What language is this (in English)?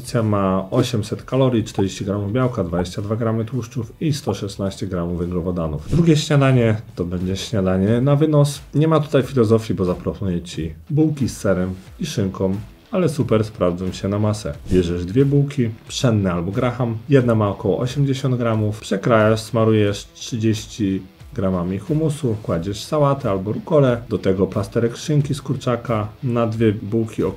Polish